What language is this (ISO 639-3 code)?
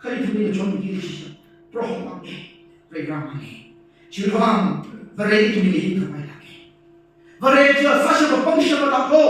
nmf